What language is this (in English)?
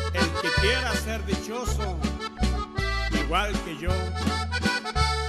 Spanish